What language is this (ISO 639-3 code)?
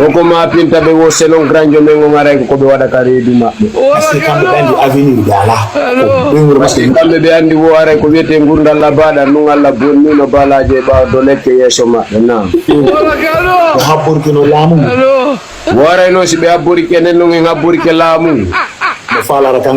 ful